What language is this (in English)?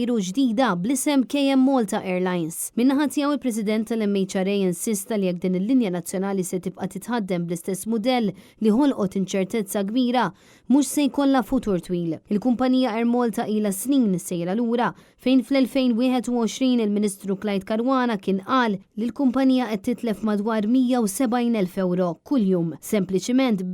Maltese